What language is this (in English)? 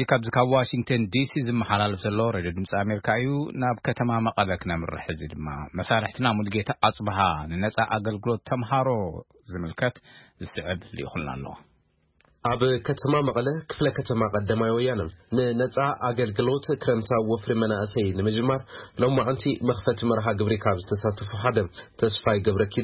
Tigrinya